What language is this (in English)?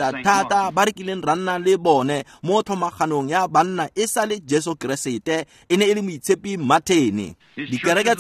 Tswana